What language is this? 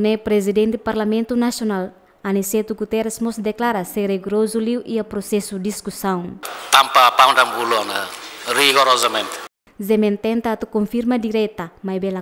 Tetum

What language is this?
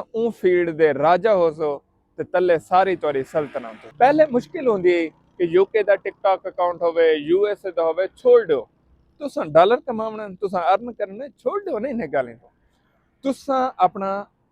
Saraiki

